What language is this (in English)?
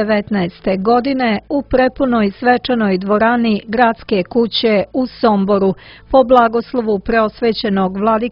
Serbian